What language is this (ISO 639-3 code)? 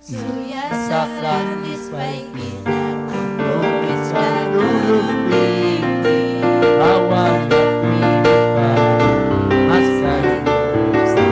quy